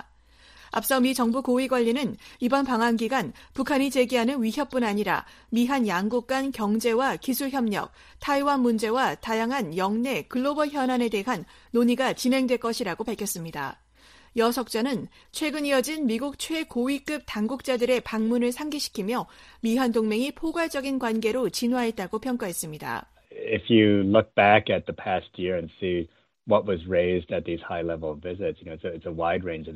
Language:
Korean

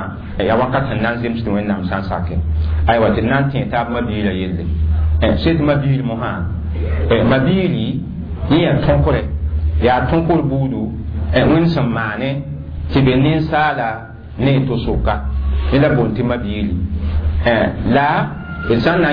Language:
Mossi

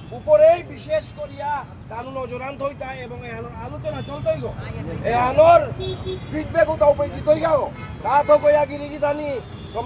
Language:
Bishnupriya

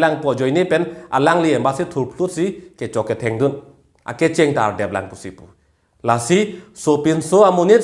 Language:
Karbi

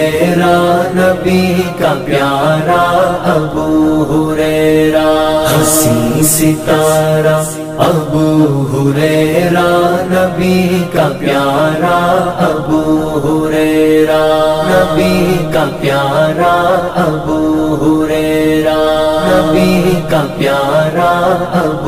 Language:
Urdu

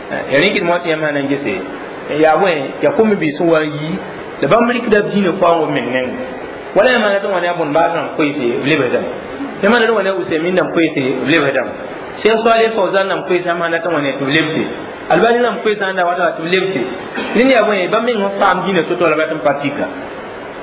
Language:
Mossi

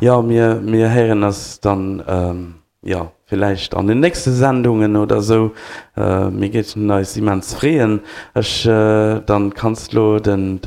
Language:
Luxembourgish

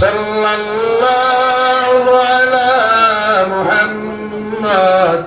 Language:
Sylheti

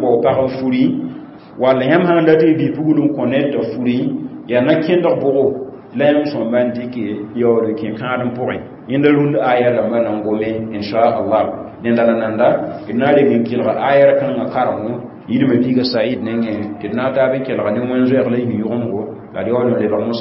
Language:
Mossi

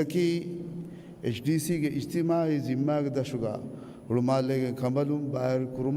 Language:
Divehi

